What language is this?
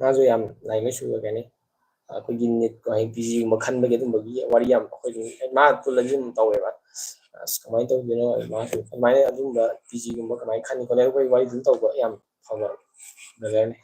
Manipuri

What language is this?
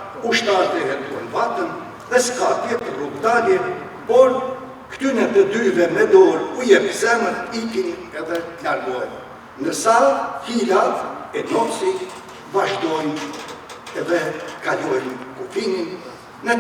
Albanian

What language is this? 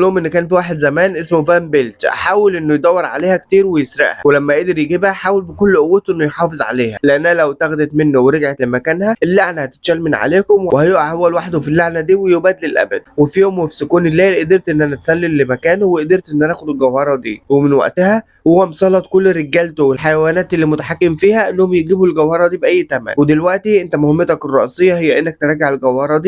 Egyptian Arabic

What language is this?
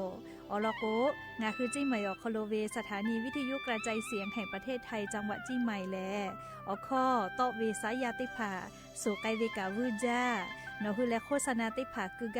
Lahu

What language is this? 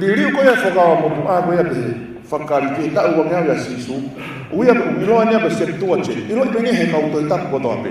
Tongan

